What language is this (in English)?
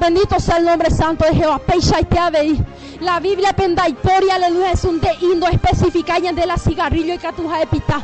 Guarani